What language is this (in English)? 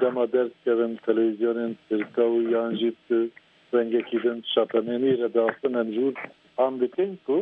Kurdish